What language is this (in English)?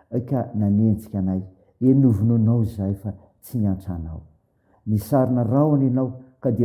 Malagasy